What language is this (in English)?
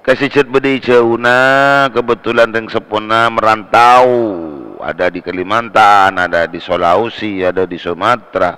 Madurese